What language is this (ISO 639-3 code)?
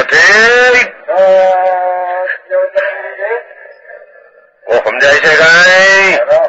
guj